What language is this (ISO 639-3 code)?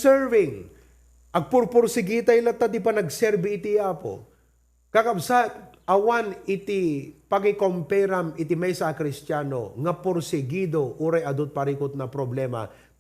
ilo